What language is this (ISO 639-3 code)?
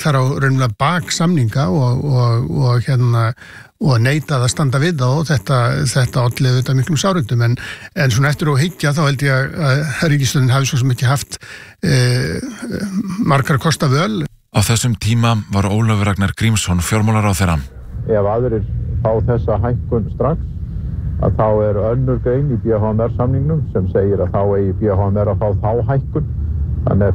isl